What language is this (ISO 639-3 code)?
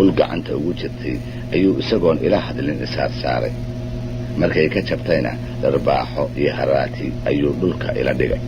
som